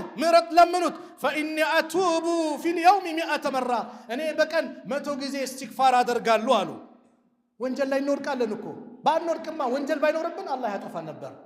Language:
Amharic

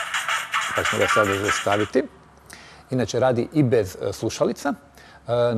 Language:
Croatian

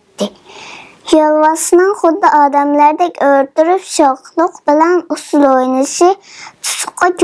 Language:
Uyghur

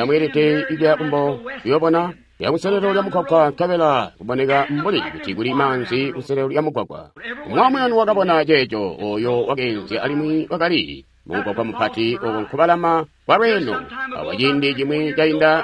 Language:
Tonga (Zambia)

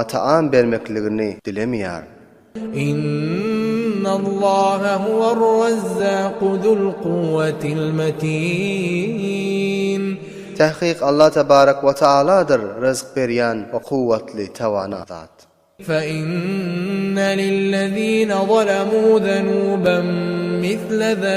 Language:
Turkmen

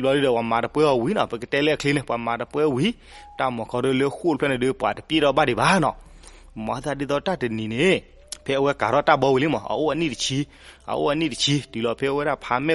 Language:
S'gaw Karen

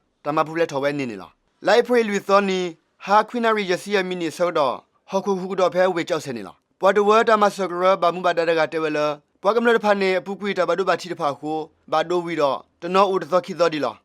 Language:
S'gaw Karen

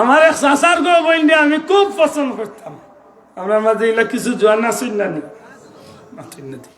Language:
Sylheti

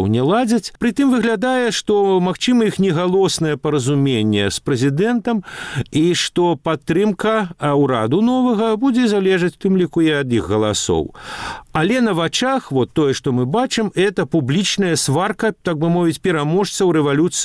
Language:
Belarusian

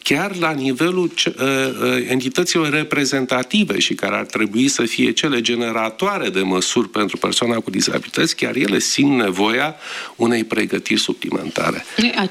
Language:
Romanian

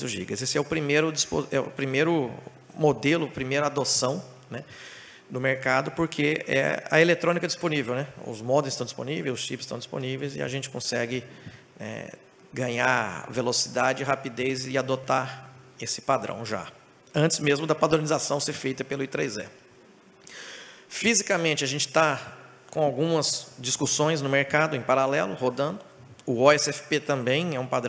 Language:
Portuguese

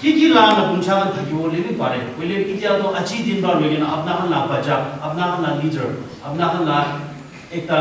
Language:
Naga Pidgin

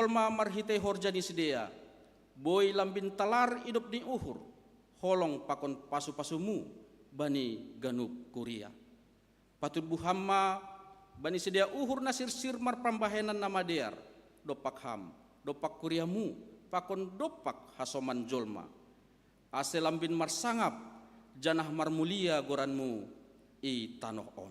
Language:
Batak Simalungun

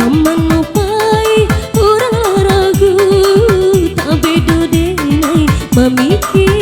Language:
Minangkabau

